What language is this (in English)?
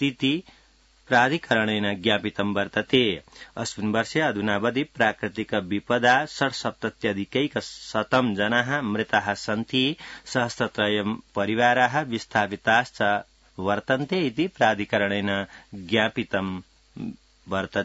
Sanskrit